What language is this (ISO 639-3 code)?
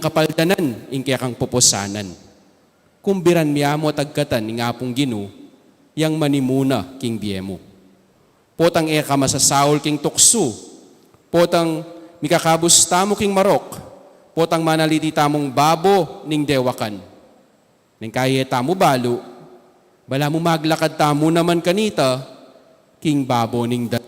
pam